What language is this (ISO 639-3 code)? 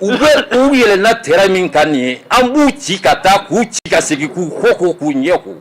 bam